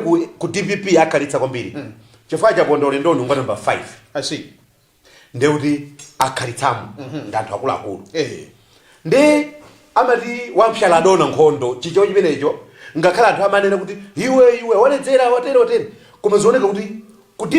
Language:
Nyanja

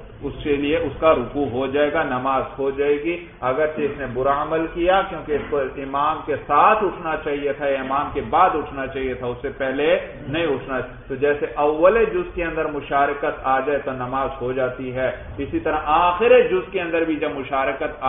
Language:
Urdu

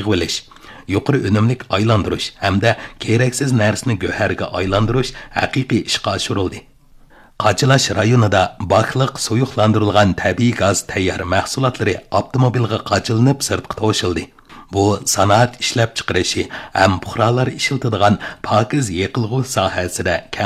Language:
Uyghur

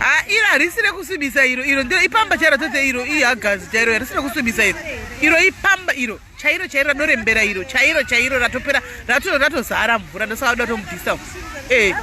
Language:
Shona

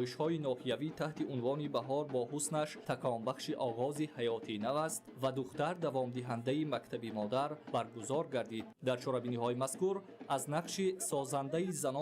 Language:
Tajik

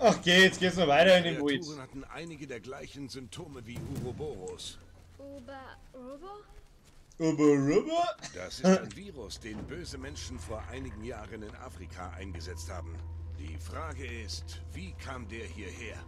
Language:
Bavarian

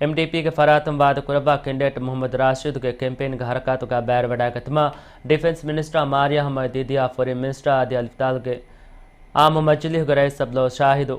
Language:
Divehi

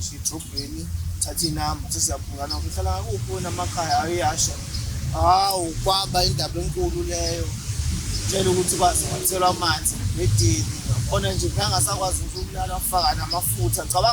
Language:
Zulu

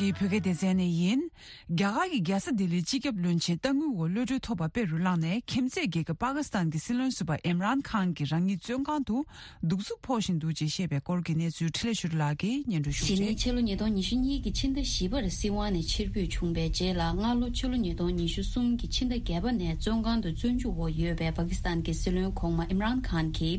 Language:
Tibetan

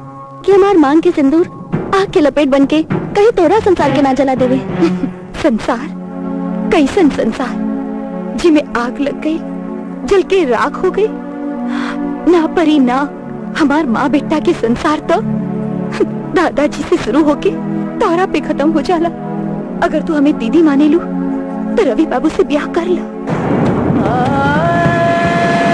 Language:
Bhojpuri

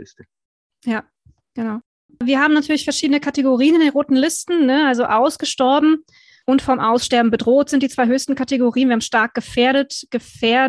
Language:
German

